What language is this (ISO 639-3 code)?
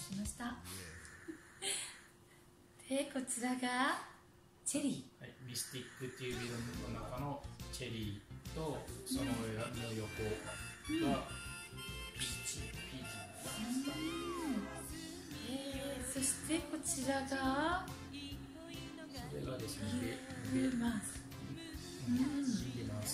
jpn